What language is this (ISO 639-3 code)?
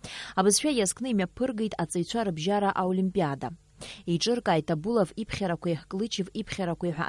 abk